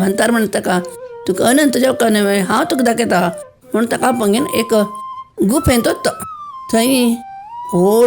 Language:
Konkani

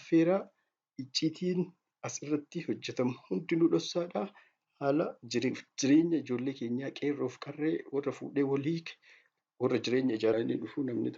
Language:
Oromo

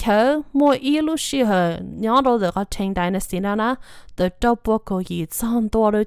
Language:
Hmong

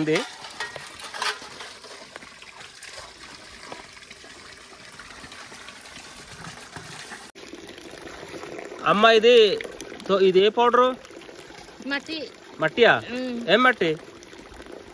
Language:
Telugu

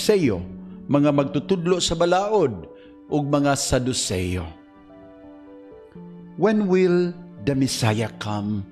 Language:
Cebuano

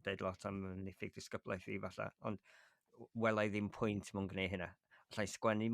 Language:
Welsh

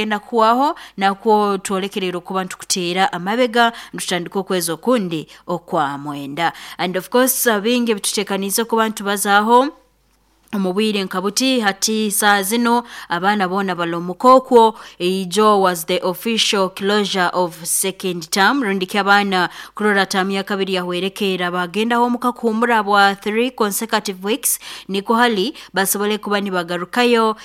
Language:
Nyankole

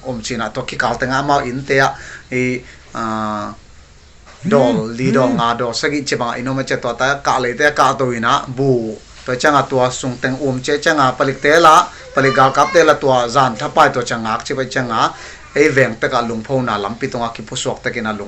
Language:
Paite Chin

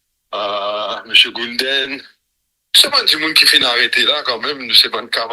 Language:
Morisyen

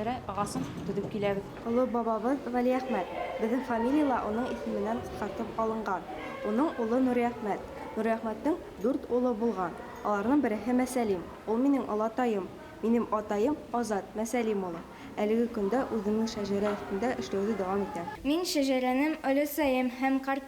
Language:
Bashkir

